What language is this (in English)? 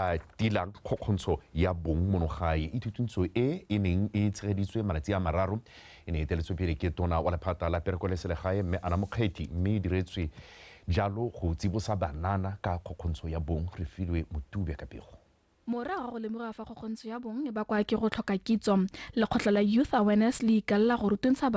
Tswana